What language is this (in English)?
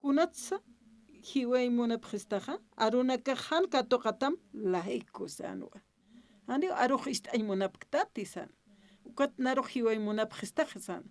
Aymara